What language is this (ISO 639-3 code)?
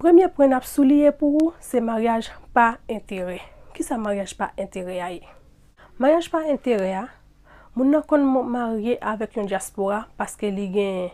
hat